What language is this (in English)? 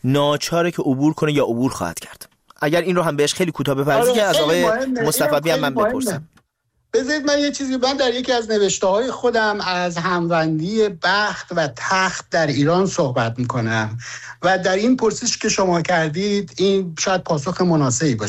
Persian